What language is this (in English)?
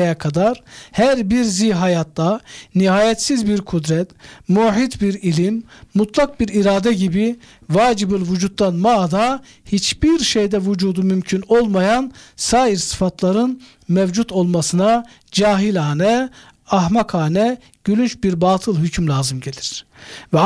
Turkish